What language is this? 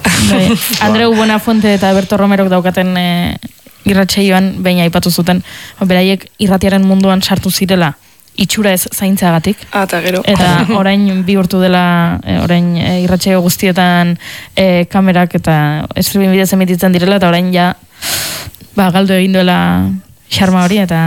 Basque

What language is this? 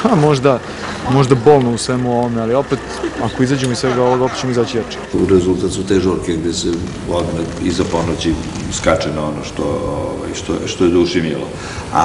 Serbian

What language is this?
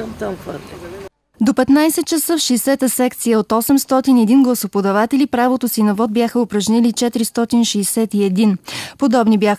Bulgarian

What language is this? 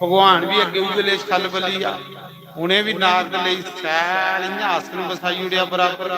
Dogri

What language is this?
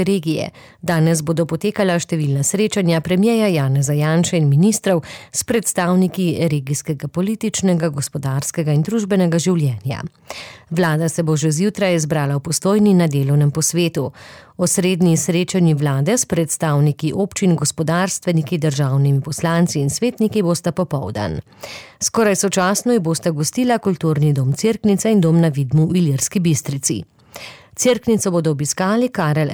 Slovenian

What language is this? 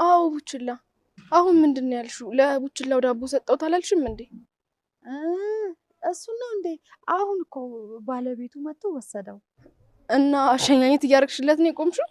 Amharic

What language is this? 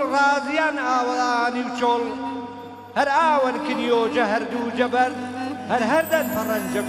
Gurani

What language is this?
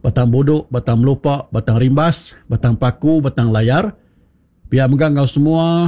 Iban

